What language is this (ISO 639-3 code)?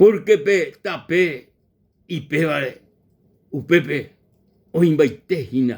grn